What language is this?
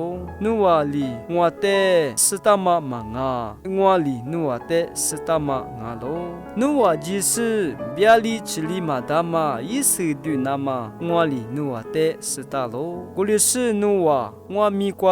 Lisu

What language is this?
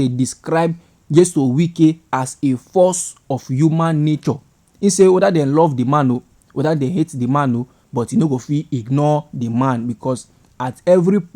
Nigerian Pidgin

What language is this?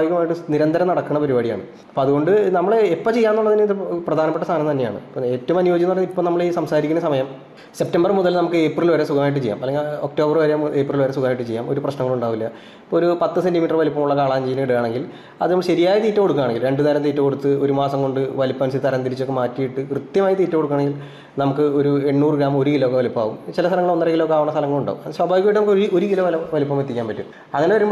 Malayalam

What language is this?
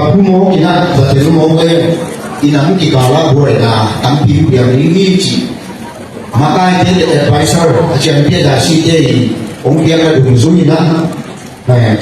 Tedim Chin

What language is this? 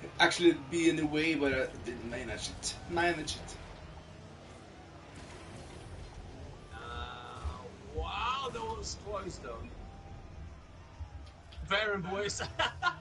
English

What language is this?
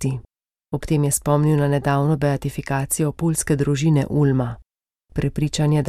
Slovenian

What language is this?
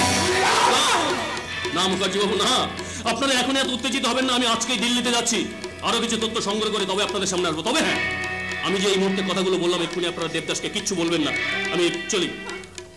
Bangla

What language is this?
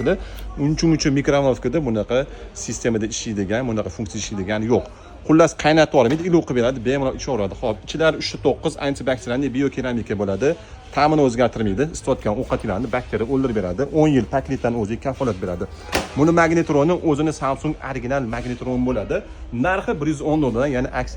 Uzbek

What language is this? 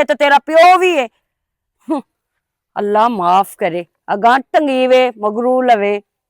Western Panjabi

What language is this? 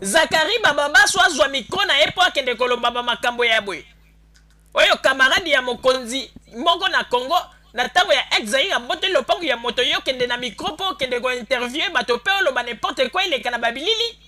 Lingala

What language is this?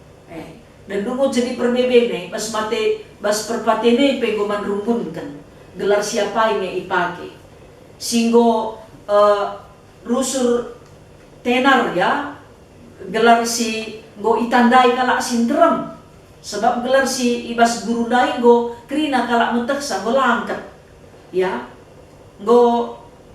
Batak Karo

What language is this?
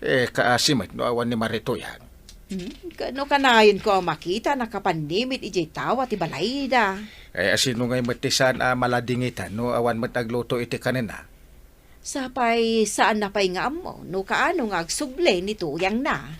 Iloko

